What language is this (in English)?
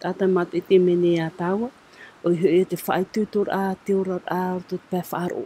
Tahitian